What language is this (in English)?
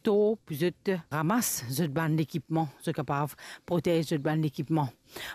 Morisyen